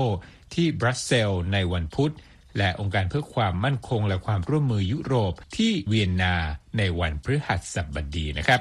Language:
Thai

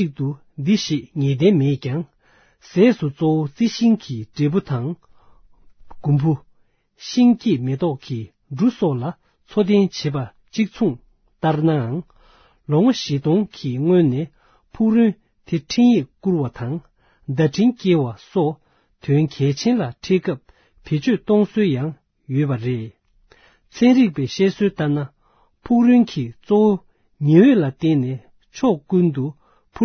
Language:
Tibetan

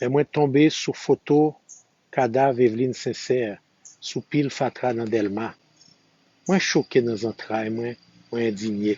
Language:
Haitian Creole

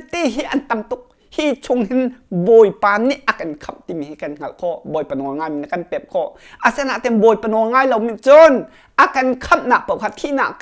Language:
Hakha Chin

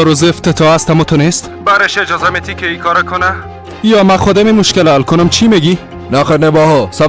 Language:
Persian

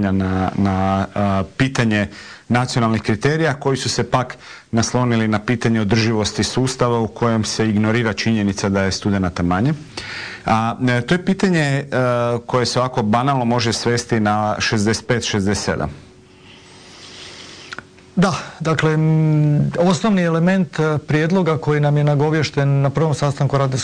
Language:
Croatian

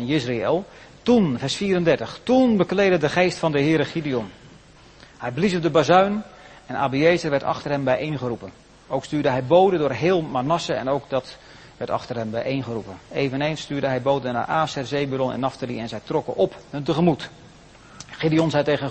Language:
Dutch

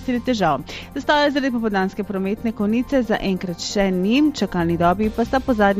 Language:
Slovenian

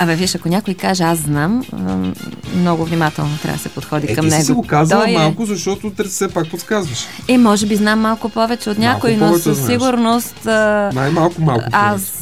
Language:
Bulgarian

